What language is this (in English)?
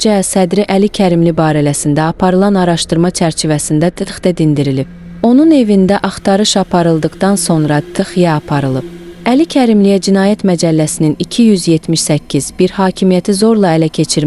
Azerbaijani